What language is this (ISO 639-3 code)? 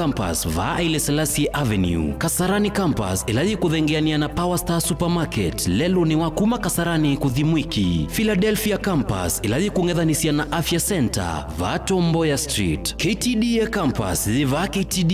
kam